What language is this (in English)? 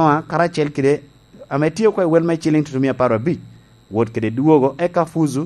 Lango (Uganda)